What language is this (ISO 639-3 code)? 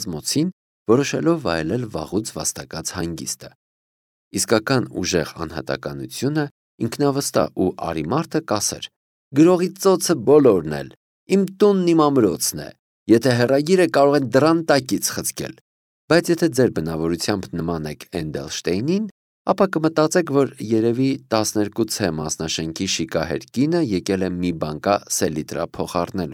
hye